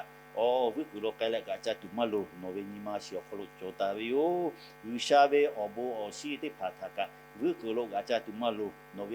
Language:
Lahu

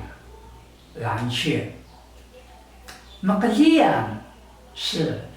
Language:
Taroko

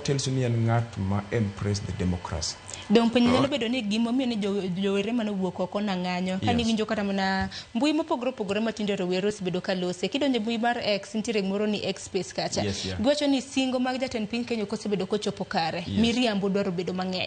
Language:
Luo (Kenya and Tanzania)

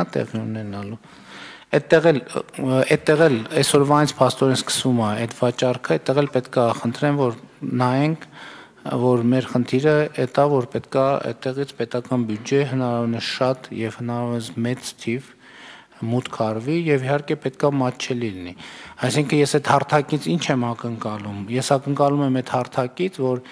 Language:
Armenian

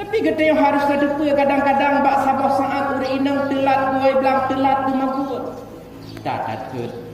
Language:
Achinese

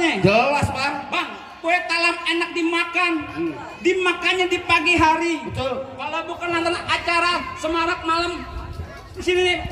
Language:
Betawi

